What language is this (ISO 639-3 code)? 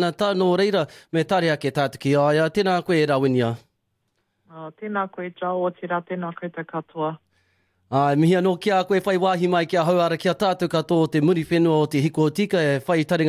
mri